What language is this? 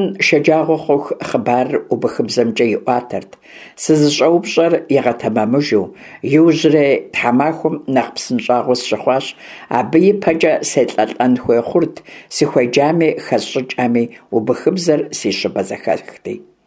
Kabardian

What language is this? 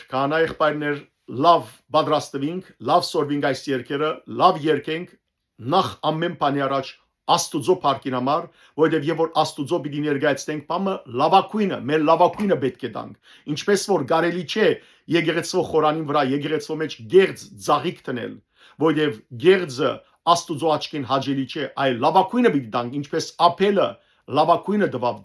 Western Armenian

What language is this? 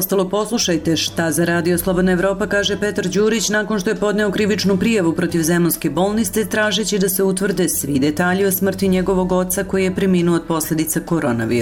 Serbian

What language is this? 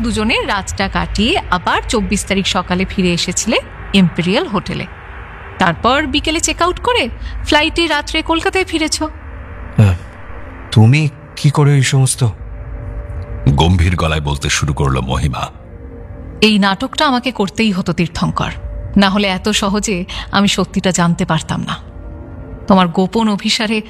Bangla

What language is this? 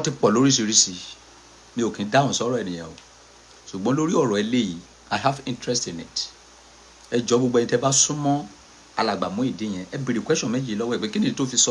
Yoruba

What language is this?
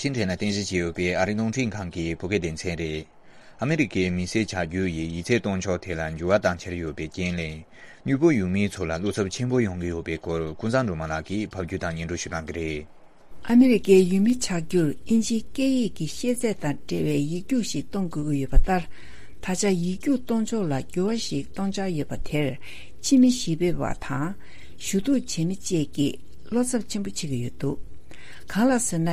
Tibetan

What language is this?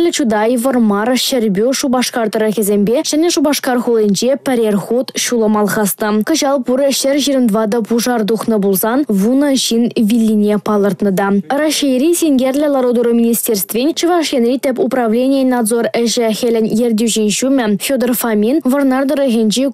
Chuvash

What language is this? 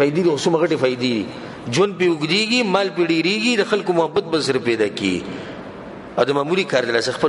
Pashto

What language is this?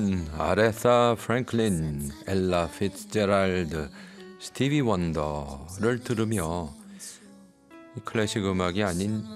Korean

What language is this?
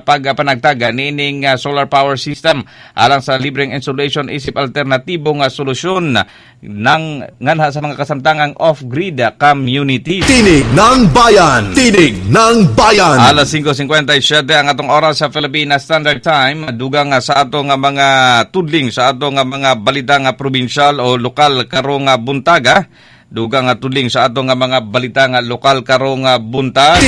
Cebuano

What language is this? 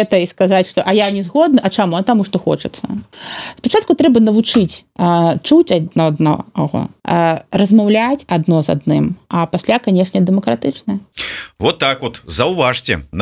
Belarusian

